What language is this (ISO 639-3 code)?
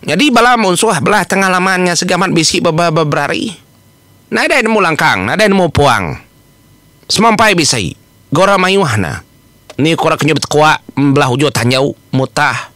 iba